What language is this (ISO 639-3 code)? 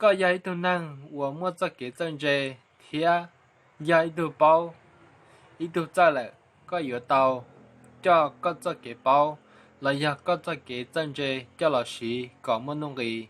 hmn